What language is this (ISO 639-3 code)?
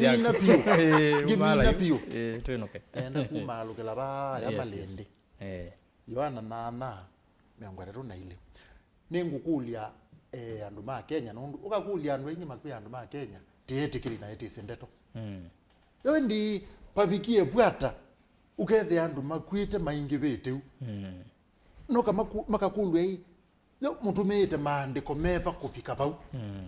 kam